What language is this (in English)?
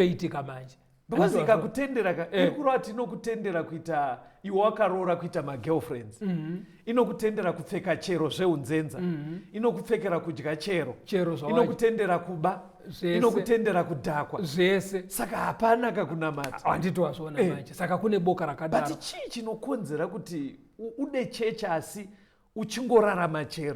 Shona